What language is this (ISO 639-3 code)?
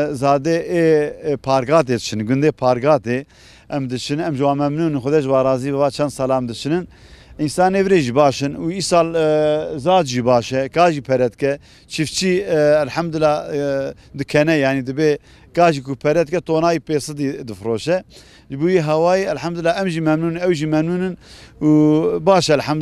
kur